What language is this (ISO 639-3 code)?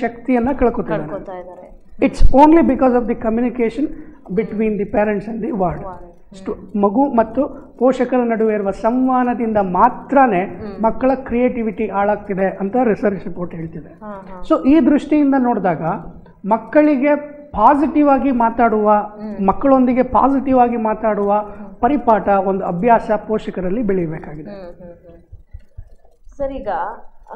kan